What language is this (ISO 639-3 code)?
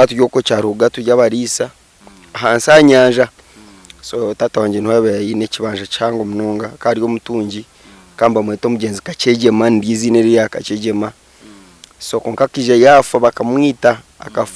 nyn